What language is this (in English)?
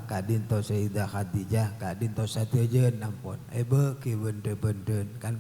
Madurese